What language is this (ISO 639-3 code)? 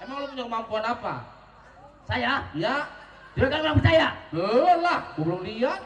bew